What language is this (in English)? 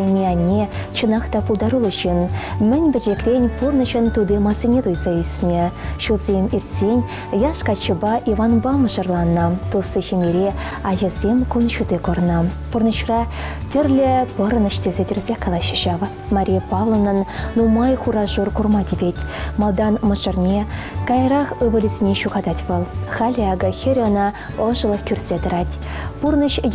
Chuvash